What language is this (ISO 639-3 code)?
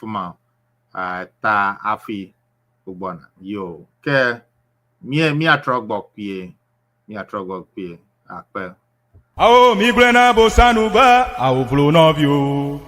ewe